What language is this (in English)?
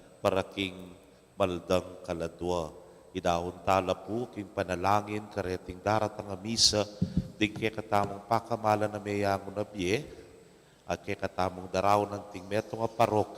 Pampanga